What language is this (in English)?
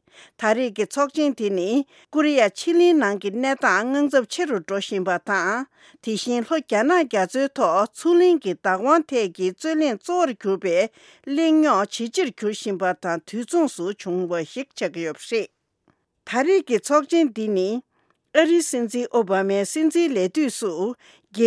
Tibetan